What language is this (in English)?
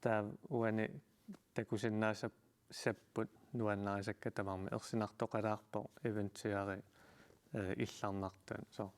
Kalaallisut